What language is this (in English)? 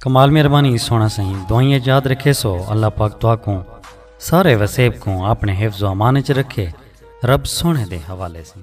Saraiki